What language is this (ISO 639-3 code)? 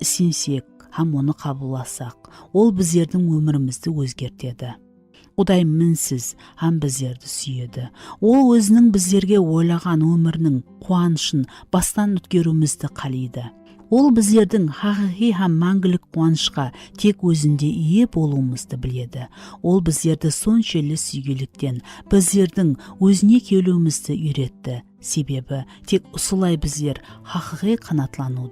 kaa